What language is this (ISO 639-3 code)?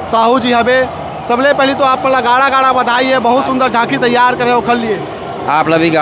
hne